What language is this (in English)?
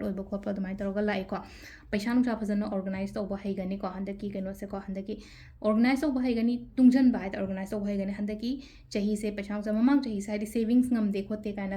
Manipuri